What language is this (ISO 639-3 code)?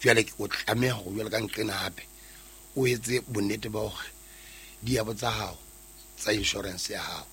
sot